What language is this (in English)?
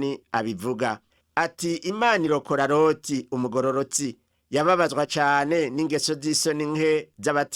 Rundi